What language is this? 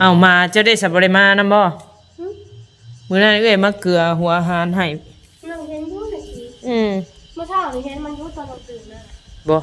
Northeastern Thai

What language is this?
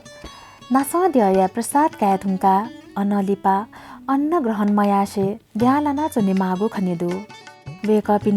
Newari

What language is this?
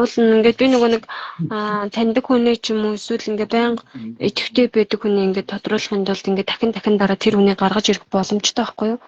Mongolian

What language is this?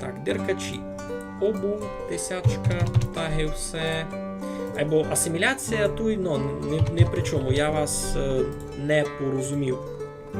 Rusyn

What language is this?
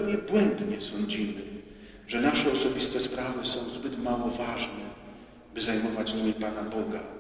Polish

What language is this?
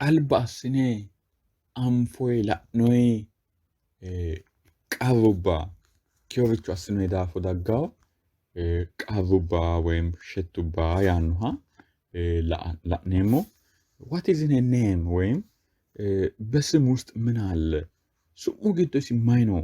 Sidamo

